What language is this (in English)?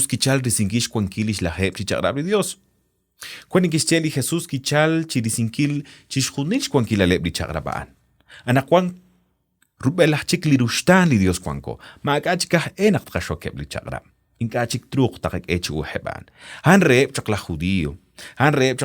Kekchí